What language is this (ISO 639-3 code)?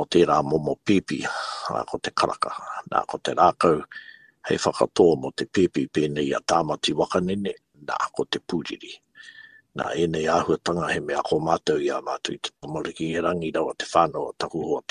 mri